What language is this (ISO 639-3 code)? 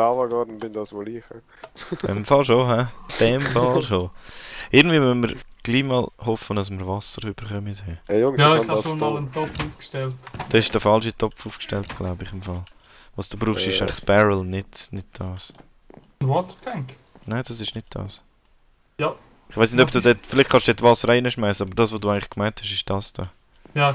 gsw